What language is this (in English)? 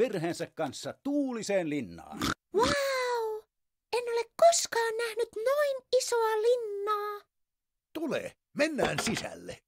Finnish